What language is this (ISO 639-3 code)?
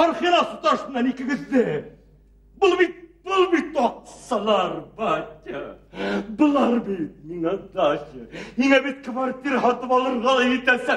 bak